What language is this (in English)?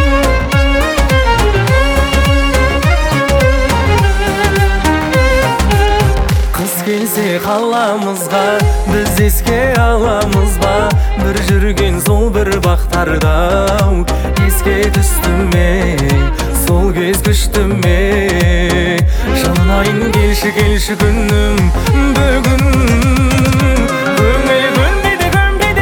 Kazakh